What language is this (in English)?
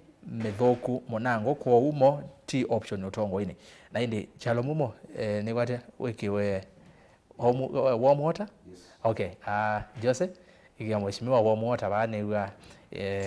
Kamba